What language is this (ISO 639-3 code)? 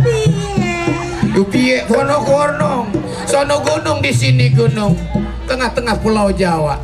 bew